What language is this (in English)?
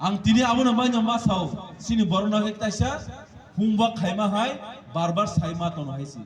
Kok Borok